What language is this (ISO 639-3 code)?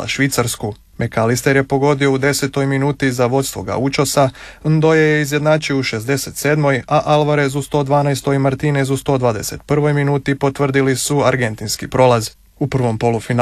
hrv